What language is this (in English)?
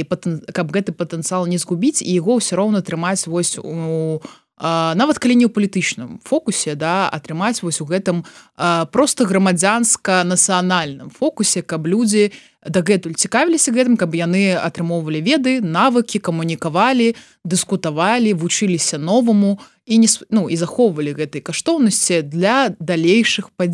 Belarusian